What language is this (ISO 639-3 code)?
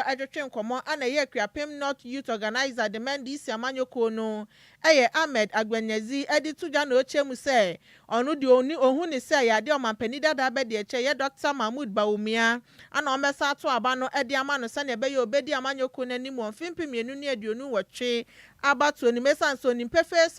aka